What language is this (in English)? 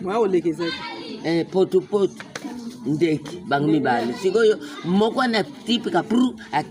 Lingala